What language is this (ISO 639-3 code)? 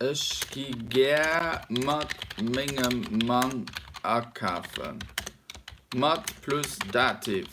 ltz